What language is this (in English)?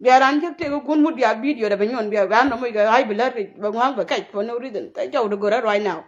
Nuer